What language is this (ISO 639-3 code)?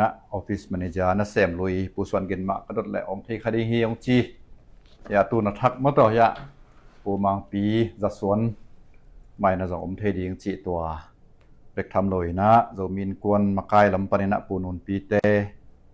ctd